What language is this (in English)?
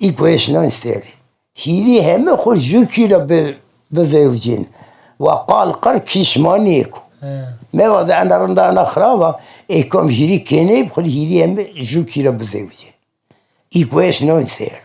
Zaza